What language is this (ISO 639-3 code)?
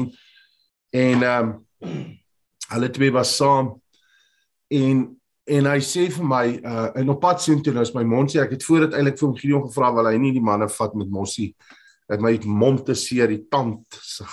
afr